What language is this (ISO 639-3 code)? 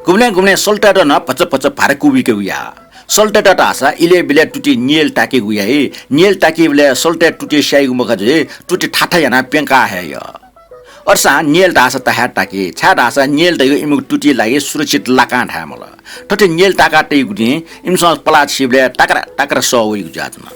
new